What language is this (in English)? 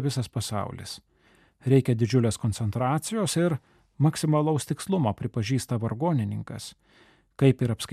Lithuanian